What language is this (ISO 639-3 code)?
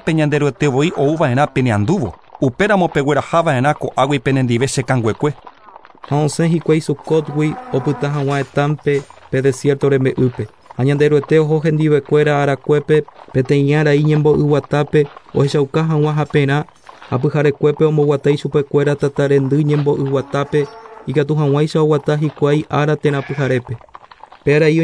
grn